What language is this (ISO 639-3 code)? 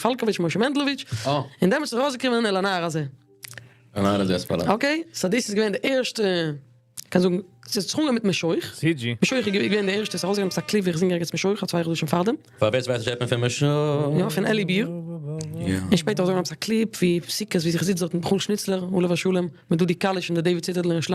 yid